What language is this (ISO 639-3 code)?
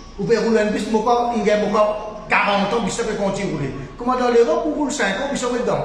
mfe